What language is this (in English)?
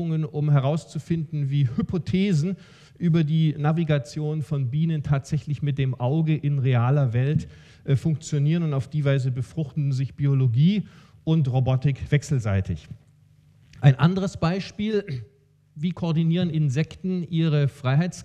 German